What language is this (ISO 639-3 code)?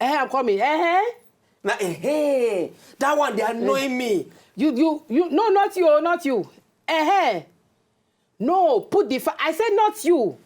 pcm